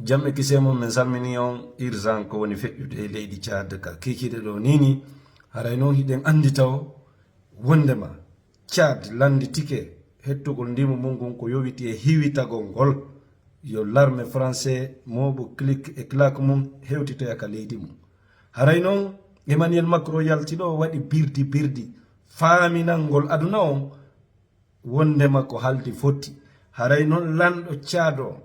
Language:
Fula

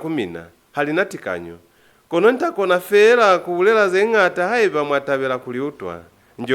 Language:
Lozi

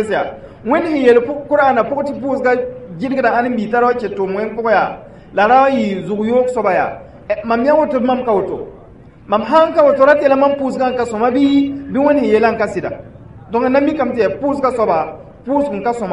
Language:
Mossi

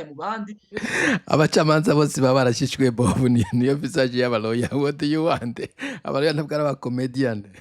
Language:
Rundi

